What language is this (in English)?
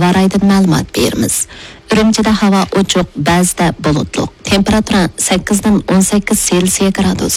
Uyghur